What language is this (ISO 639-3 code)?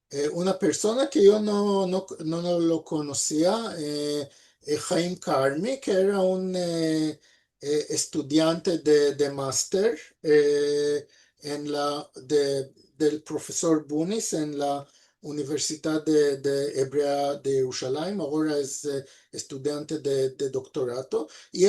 lad